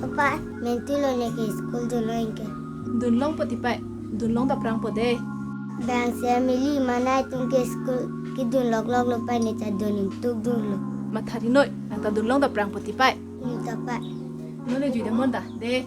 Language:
Karbi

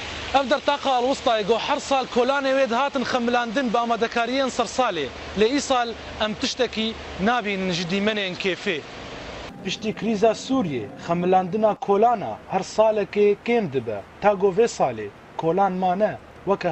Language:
Kurdish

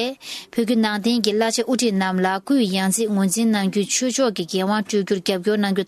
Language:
Tibetan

